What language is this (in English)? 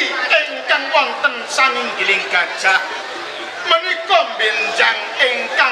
Javanese